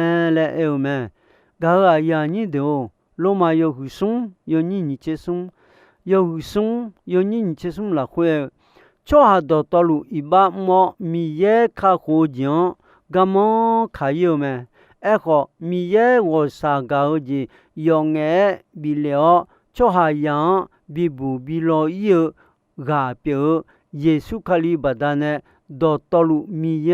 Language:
Akha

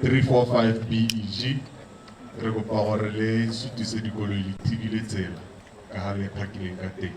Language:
Tswana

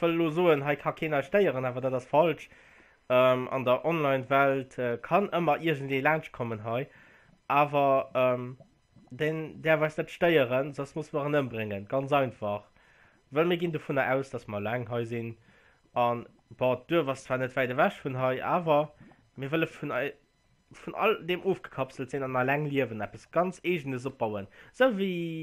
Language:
Luxembourgish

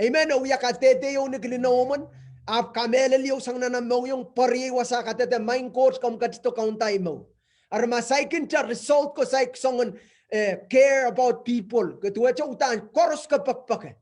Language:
Pohnpeian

